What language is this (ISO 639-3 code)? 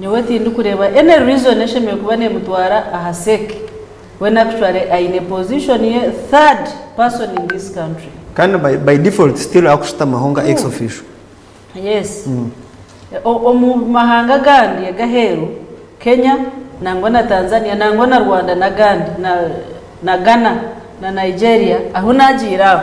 nyn